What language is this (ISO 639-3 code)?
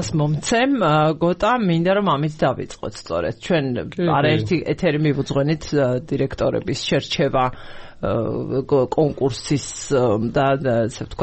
kat